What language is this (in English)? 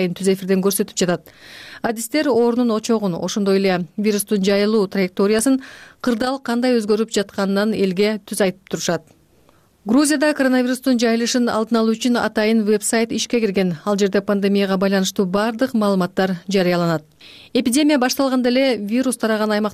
Kyrgyz